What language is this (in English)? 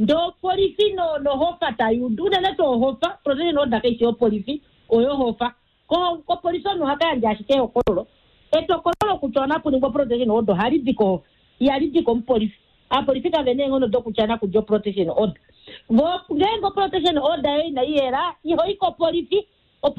Kuanyama